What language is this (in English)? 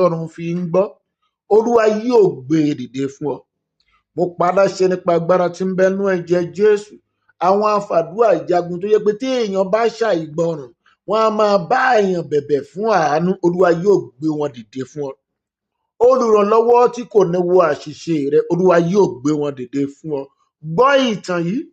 Yoruba